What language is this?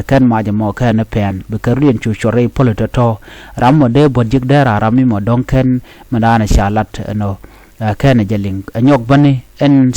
Nuer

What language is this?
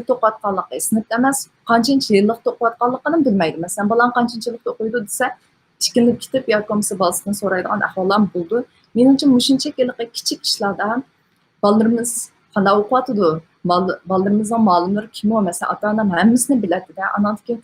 Uyghur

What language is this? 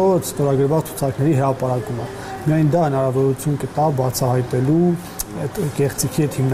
Armenian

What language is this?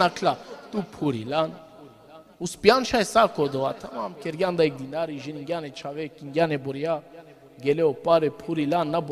Balkan Romani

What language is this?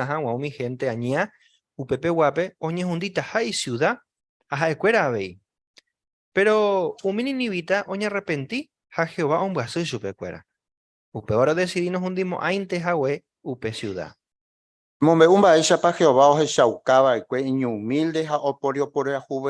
Guarani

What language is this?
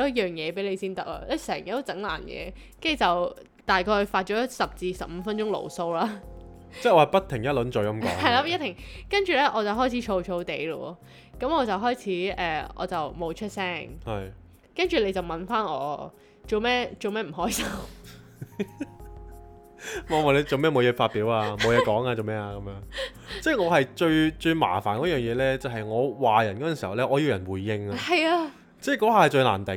Cantonese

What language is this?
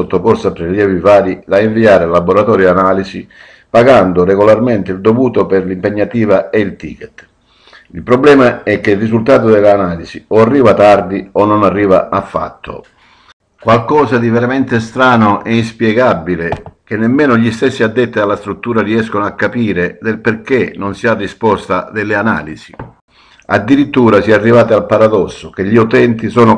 Italian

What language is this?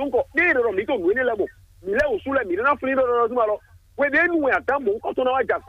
Fon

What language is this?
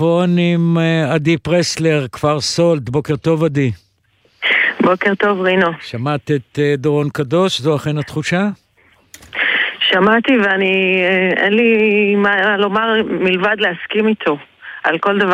Hebrew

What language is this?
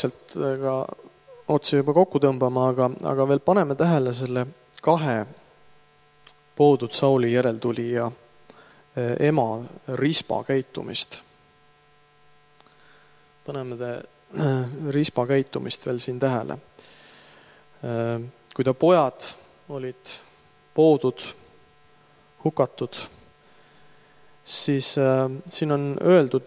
Estonian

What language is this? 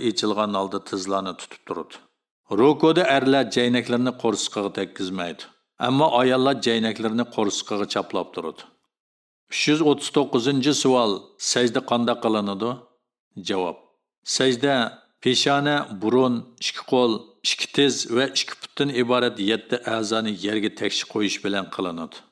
Uyghur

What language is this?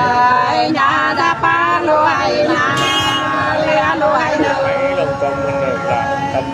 Nung (Viet Nam)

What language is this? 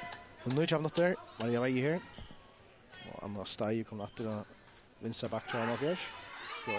Faroese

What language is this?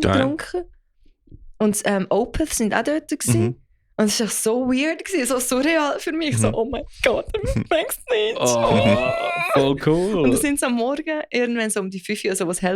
Swiss German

